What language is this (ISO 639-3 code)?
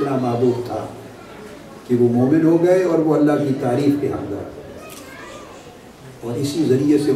urd